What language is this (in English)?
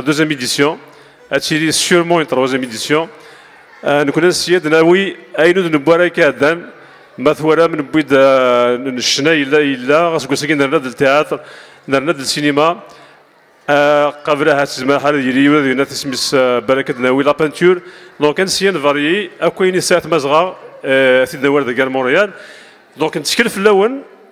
Kabyle